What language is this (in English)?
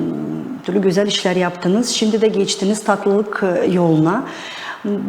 Gagauz